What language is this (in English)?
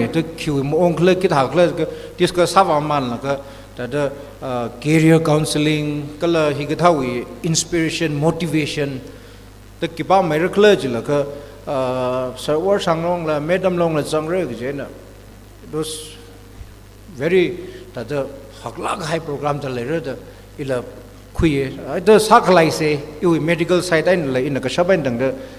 Tangkhul Naga (India)